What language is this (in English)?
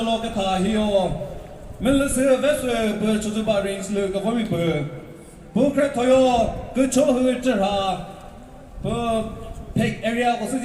Chokri Naga